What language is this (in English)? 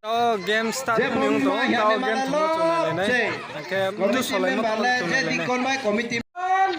Riang (India)